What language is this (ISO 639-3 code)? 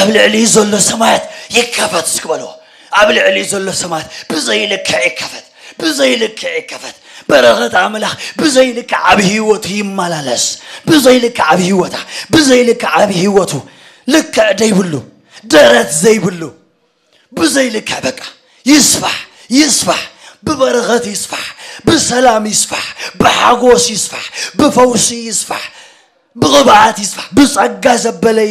tir